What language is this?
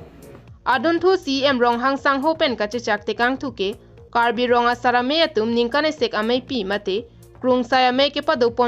Karbi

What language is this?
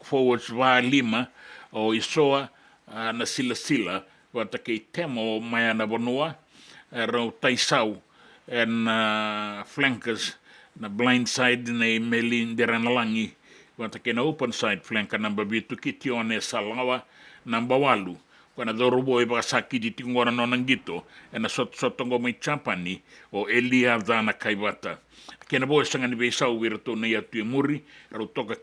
Fijian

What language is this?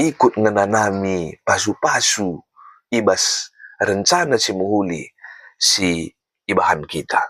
Batak Karo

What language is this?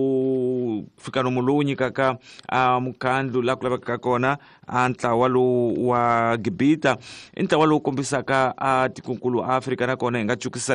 Tsonga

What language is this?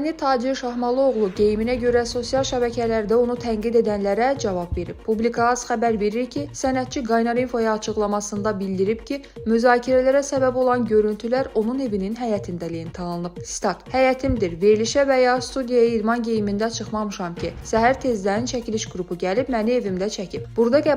Azerbaijani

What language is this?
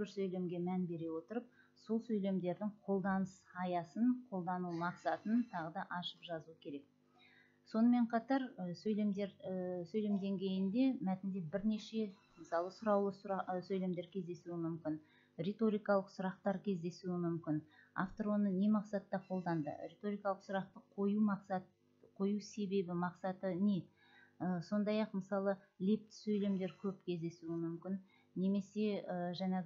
Kazakh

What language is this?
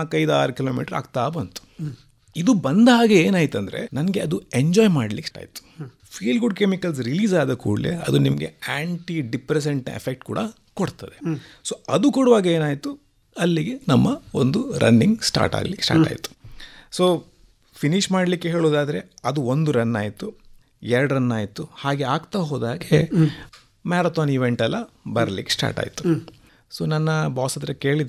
Kannada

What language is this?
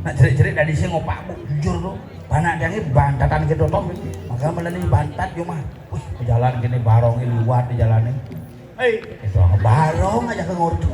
Balinese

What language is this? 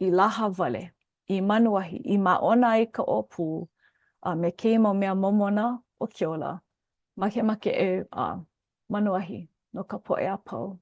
Hawaiian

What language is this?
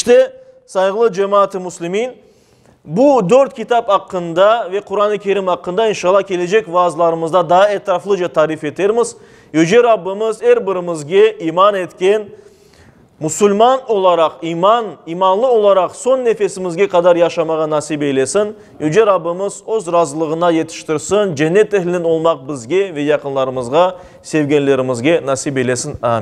Crimean Tatar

